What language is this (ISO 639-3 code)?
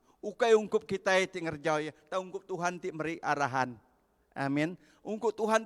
iba